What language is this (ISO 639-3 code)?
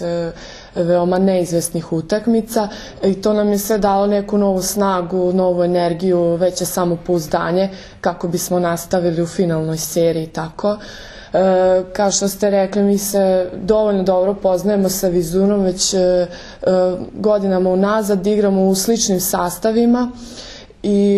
srp